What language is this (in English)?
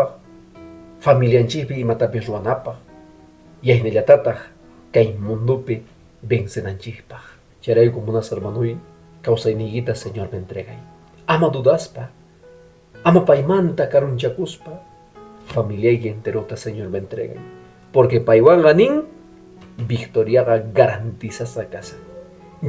Quechua